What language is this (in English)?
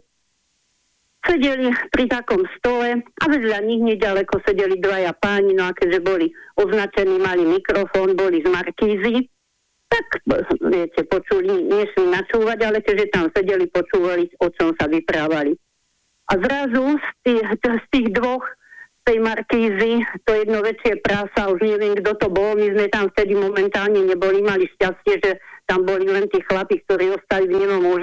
Slovak